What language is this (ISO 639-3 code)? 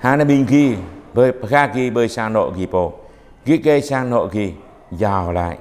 jra